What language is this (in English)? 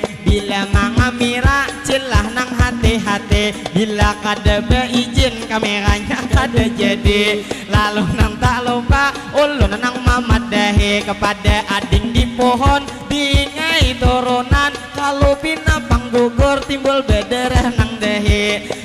Banjar